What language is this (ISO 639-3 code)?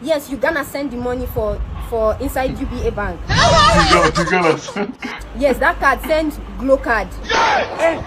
pcm